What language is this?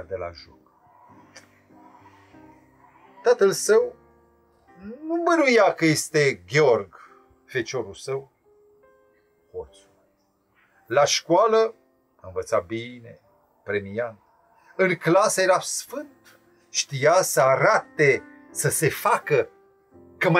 Romanian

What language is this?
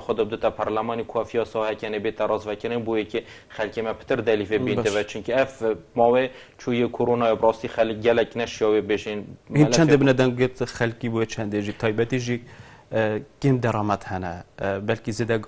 Kurdish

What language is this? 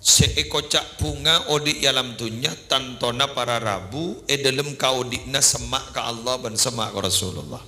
Madurese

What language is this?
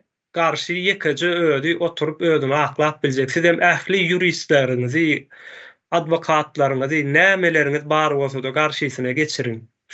Turkmen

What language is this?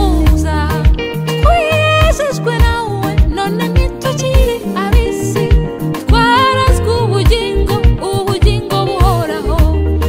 Kinyarwanda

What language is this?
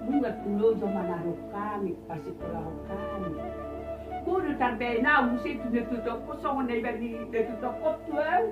Batak Toba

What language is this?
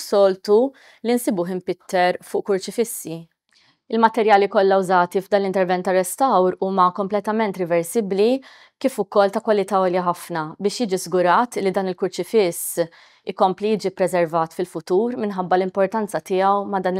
Maltese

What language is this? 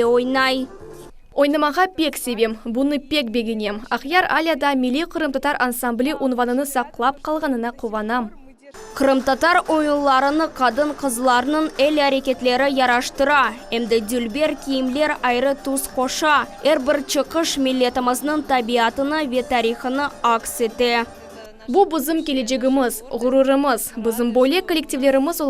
Crimean Tatar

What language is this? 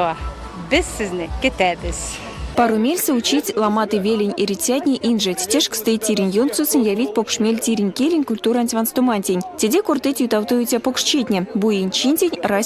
Erzya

